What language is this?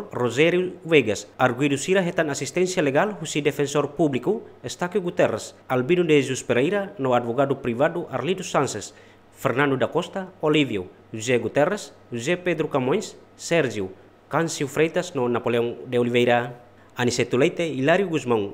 Tetum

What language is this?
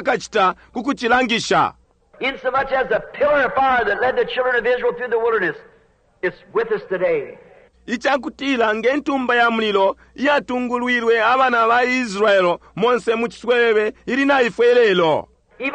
Bemba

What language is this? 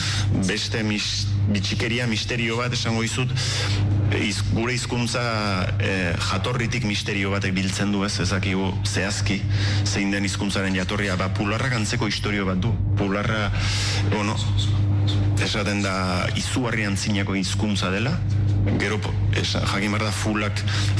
Basque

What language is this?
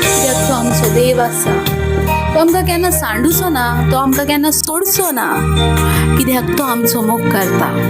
Konkani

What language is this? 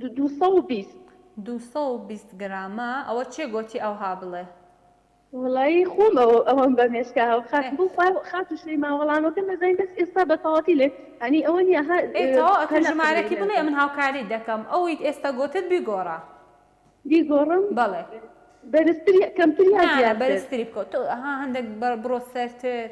Central Kurdish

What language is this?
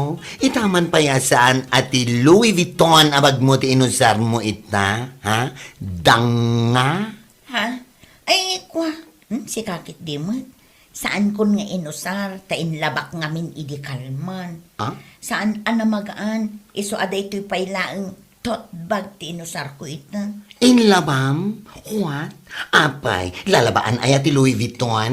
Iloko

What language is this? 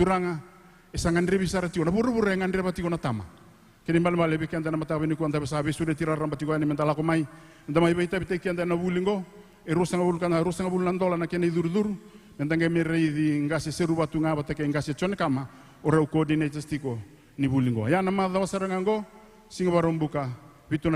Fijian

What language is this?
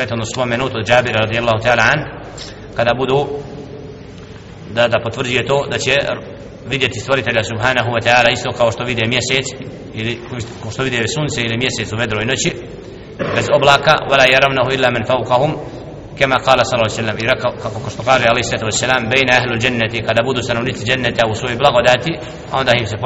Bosnian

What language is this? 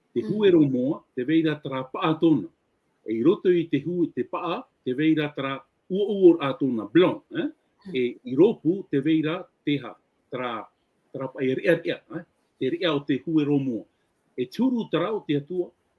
Tahitian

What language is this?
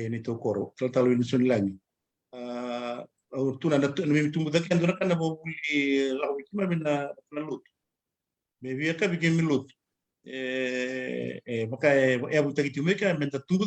Fijian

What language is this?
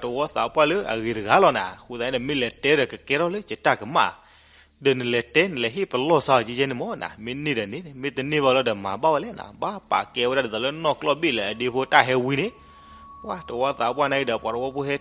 S'gaw Karen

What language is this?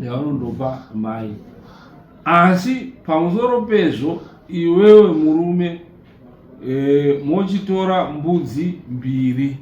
Shona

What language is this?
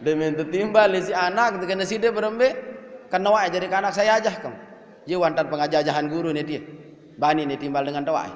Sasak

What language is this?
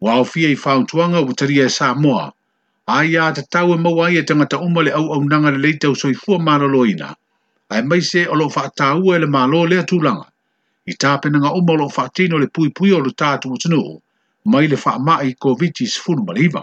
Samoan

